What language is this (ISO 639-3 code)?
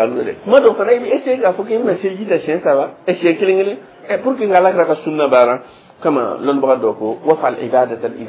dyu